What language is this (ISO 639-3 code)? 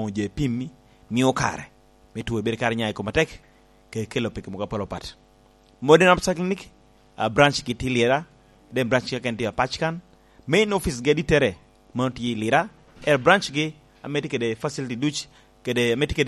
laj